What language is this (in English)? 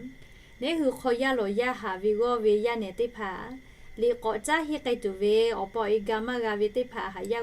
Lahu